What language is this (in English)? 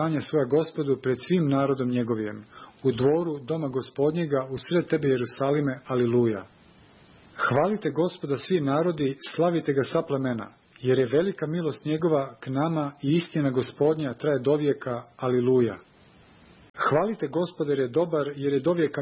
Serbian